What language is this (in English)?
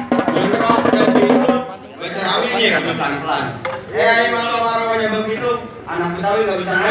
Betawi